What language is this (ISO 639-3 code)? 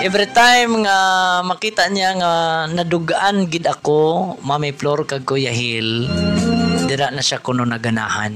hil